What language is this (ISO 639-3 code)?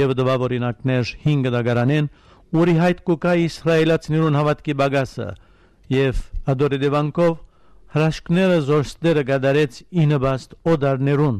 hyw